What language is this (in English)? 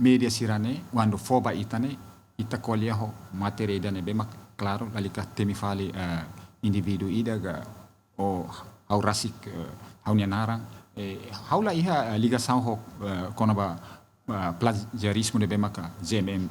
Tetum